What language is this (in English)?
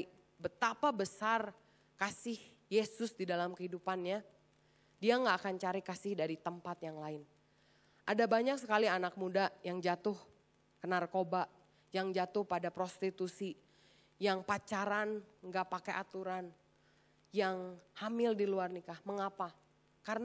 Indonesian